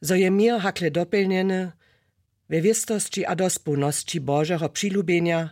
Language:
Upper Sorbian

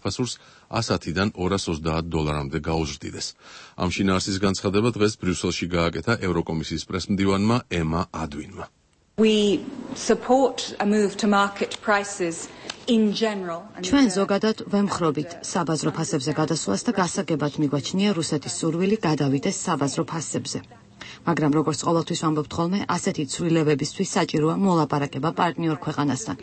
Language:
Georgian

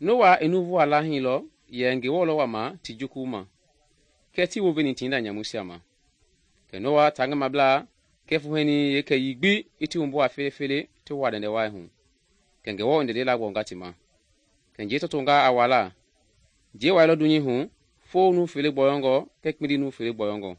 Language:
Mende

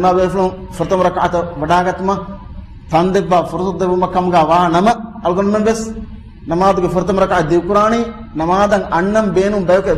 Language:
Divehi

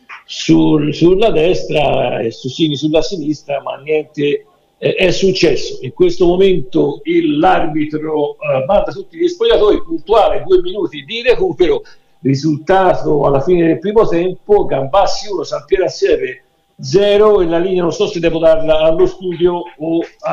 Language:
Italian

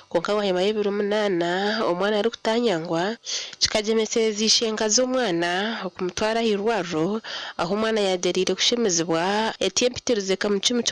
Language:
Nyankole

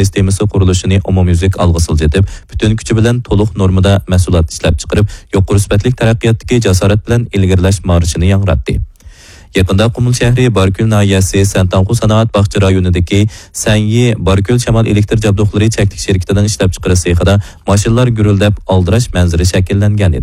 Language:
Uyghur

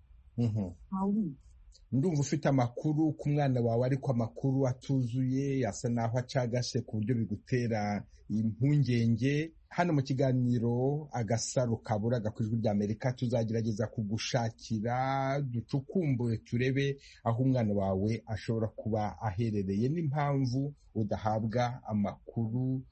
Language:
Kinyarwanda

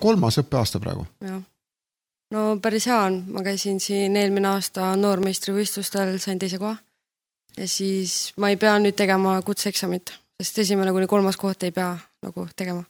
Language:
Estonian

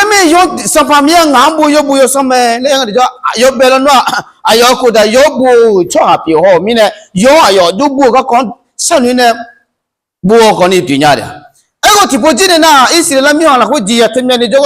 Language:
Akha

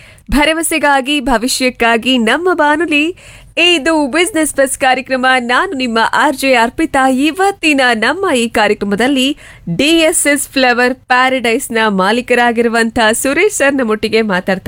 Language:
Kannada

